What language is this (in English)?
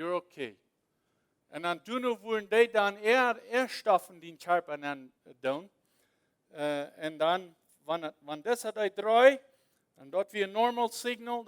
Plautdietsch